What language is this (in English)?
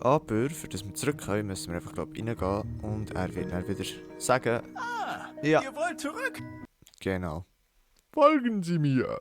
Swiss German